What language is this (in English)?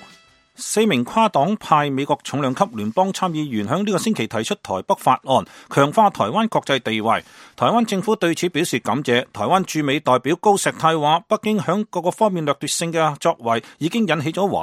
Cantonese